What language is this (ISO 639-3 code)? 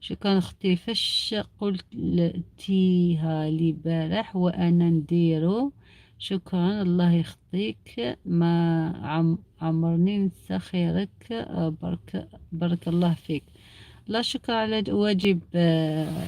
arq